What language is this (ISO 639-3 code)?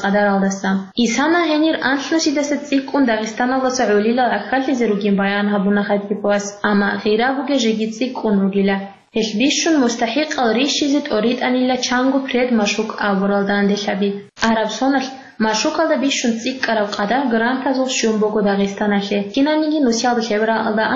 ava